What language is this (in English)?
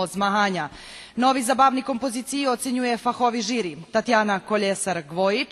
Rusyn